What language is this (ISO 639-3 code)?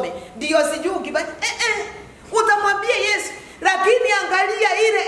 swa